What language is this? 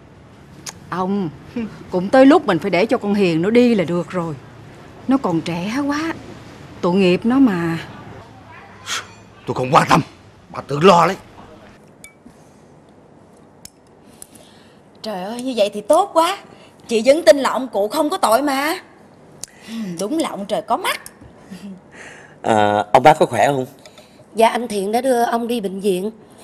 Vietnamese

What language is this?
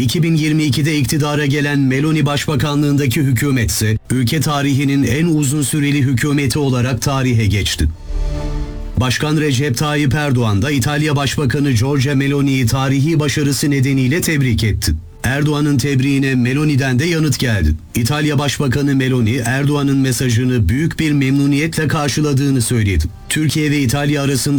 Turkish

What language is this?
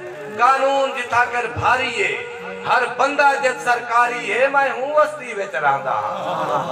Saraiki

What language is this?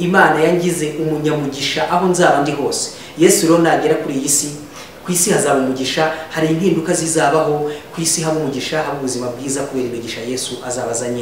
Kinyarwanda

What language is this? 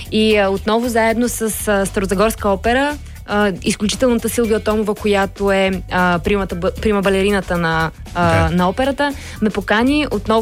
Bulgarian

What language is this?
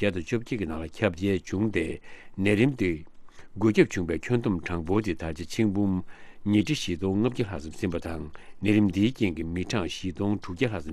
Tibetan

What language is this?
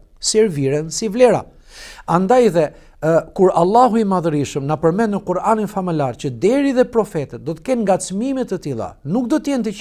Albanian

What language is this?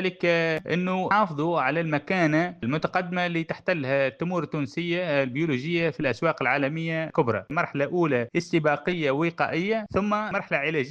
Tunisian Arabic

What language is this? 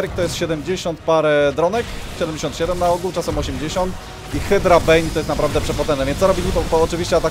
Polish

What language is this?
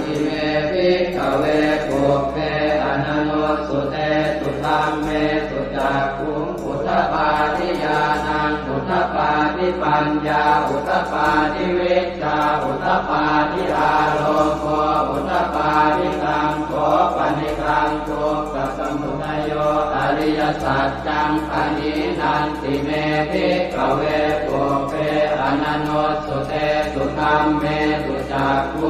Pali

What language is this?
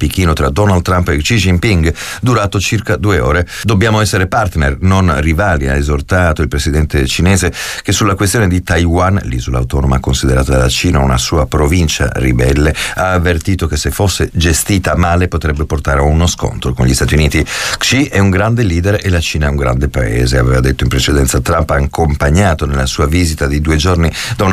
Italian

